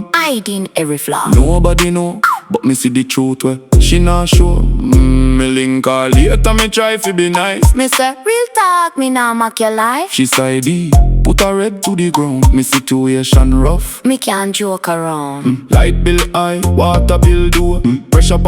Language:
Jamaican Creole English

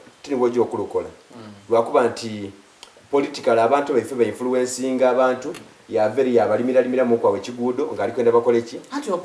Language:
Soga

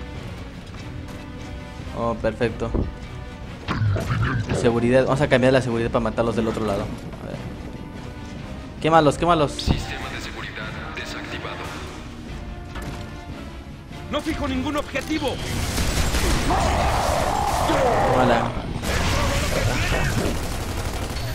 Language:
Spanish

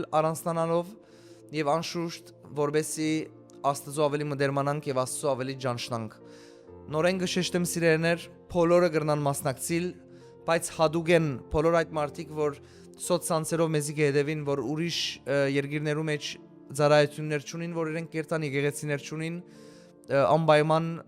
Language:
Western Armenian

